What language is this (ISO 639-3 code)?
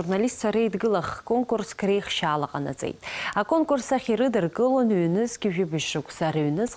abk